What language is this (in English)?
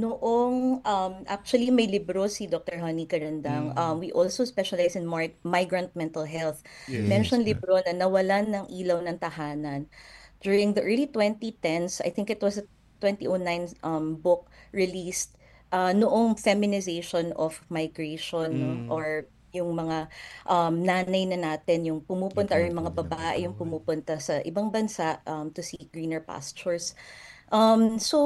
Filipino